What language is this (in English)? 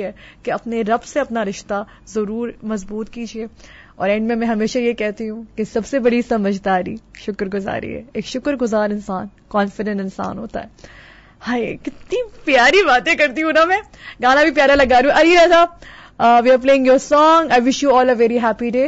Urdu